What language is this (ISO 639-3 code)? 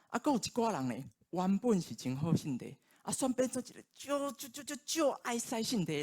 nan